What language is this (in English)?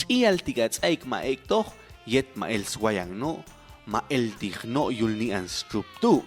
Popti'